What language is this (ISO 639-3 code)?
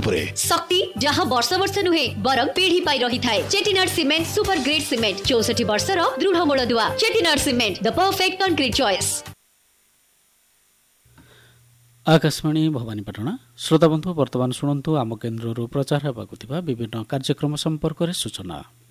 ori